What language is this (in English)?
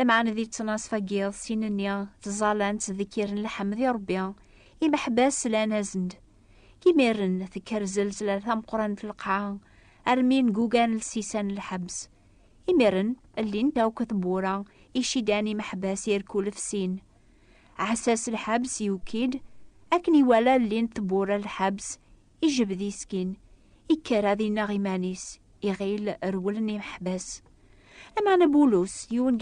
Kabyle